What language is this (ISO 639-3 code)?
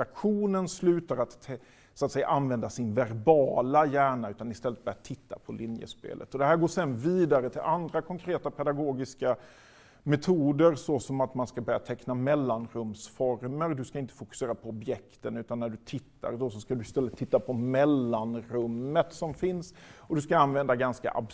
swe